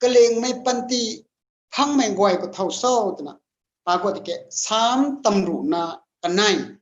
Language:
Rongmei Naga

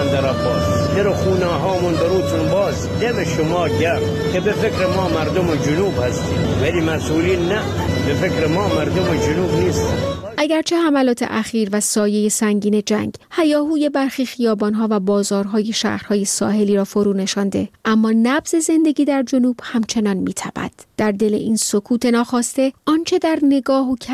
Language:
Persian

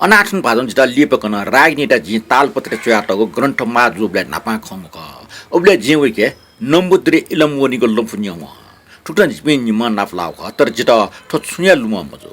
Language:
Newari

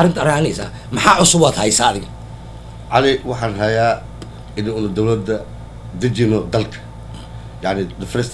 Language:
Somali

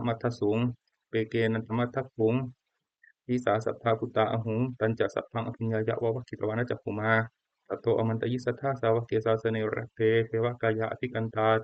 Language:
Pali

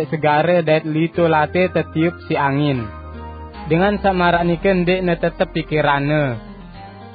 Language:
Sasak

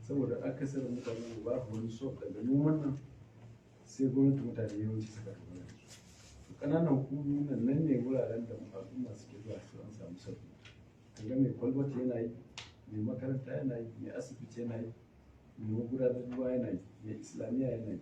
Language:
Hausa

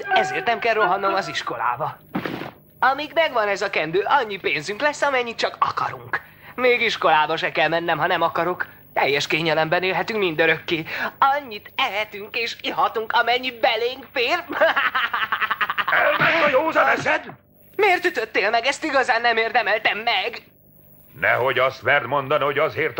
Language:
Hungarian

